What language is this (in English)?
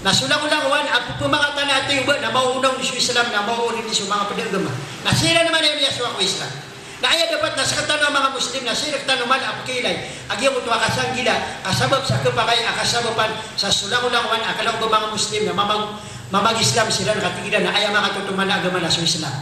Maranao